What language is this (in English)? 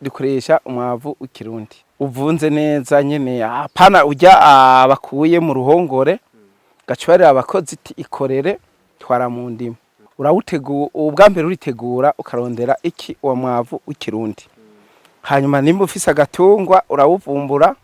Rundi